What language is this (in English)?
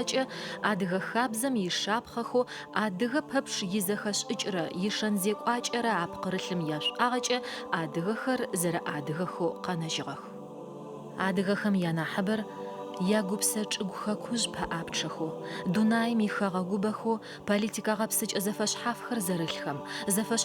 Adyghe